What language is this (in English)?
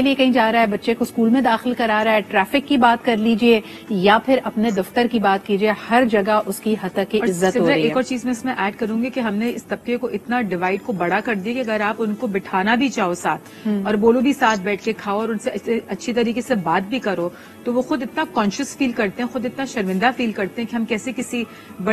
Urdu